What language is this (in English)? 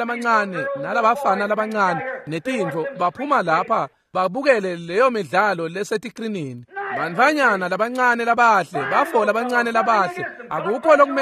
Swati